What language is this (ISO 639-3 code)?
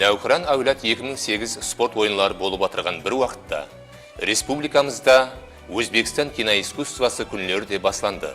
kaa